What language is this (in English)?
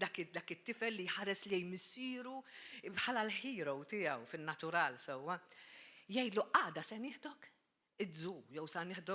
Maltese